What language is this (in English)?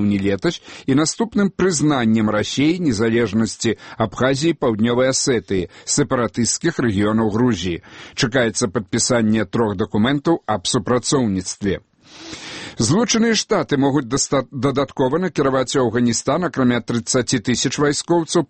Belarusian